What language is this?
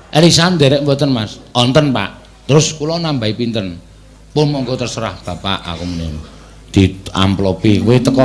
Javanese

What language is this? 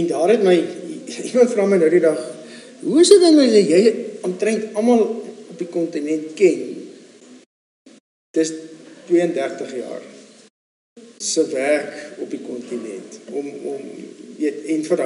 Afrikaans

